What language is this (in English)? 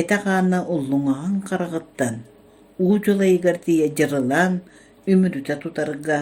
Yakut